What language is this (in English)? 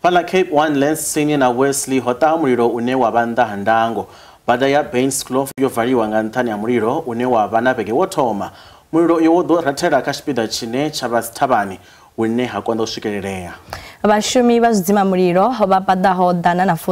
Venda